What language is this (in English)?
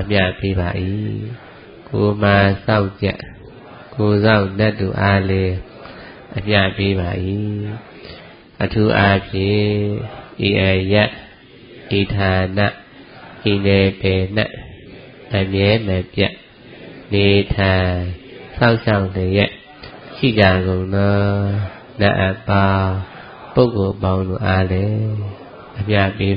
Burmese